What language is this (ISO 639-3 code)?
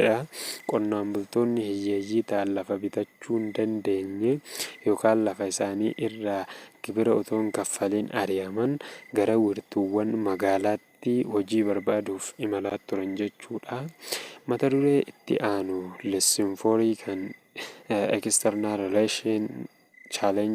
orm